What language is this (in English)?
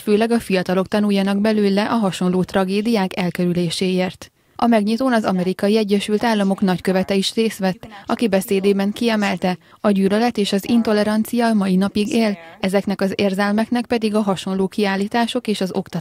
Hungarian